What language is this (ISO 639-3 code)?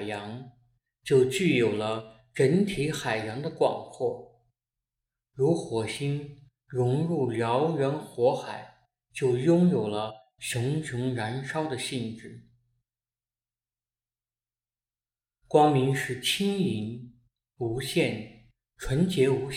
zho